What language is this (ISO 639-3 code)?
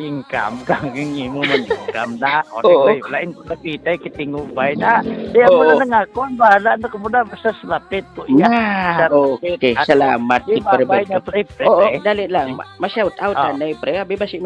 hil